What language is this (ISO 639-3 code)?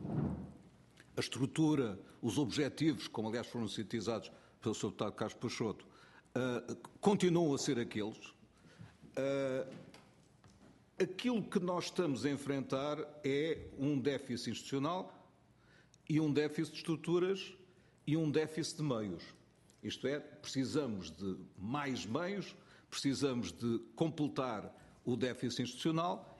por